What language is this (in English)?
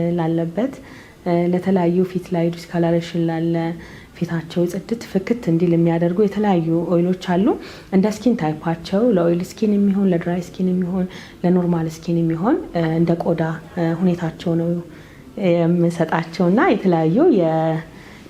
Amharic